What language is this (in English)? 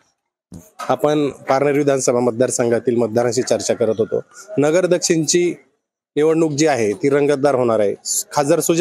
Marathi